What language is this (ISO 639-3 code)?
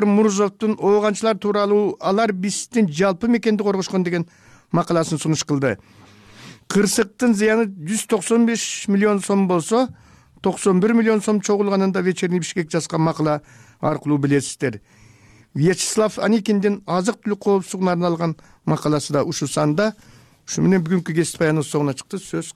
kir